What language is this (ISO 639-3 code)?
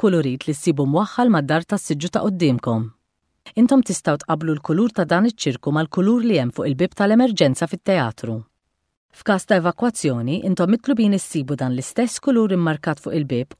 mlt